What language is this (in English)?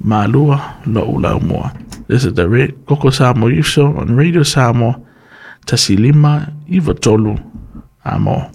Samoan